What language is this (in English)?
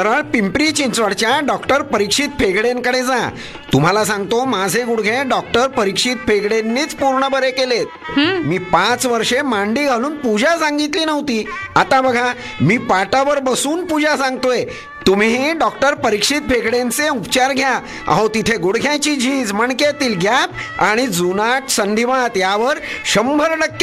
Marathi